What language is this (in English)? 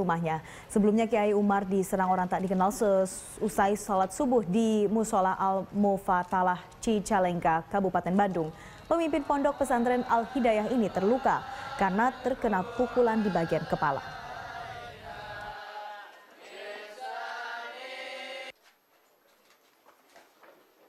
Indonesian